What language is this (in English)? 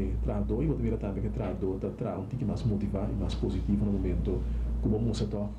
Papiamento